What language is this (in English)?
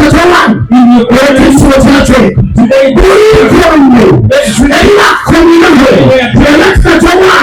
Nyankole